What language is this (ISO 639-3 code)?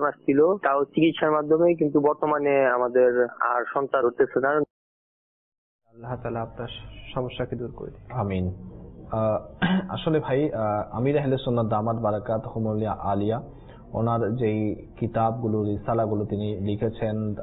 ben